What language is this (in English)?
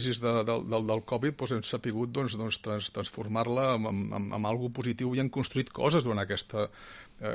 Catalan